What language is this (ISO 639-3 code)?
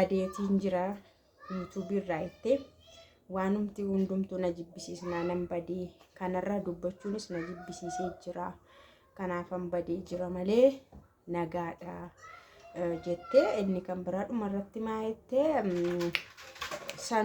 orm